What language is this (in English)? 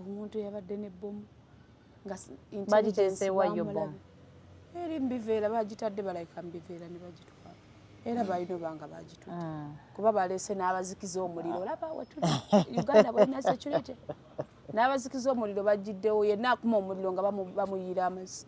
Ganda